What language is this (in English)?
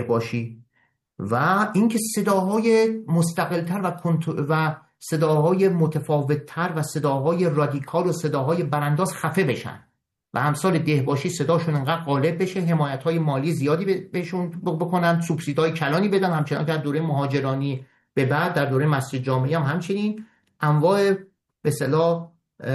Persian